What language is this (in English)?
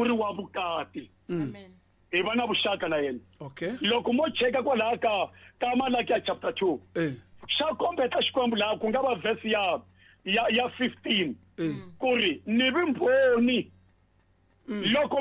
Tsonga